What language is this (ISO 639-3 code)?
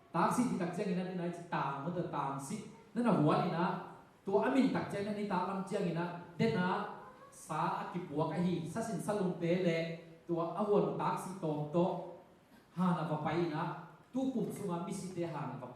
ctd